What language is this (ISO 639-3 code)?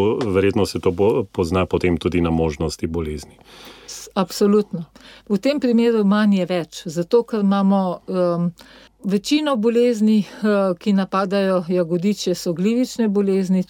slv